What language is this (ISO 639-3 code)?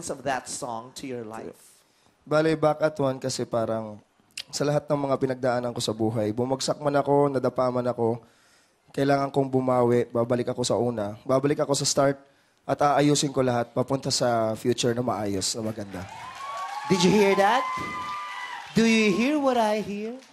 fil